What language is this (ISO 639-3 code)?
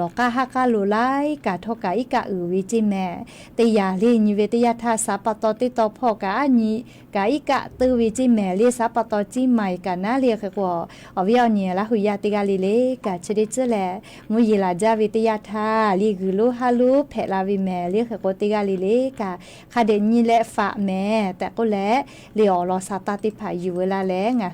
lhu